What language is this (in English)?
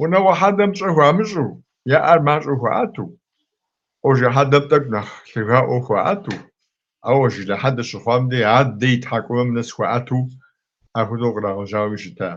Kabardian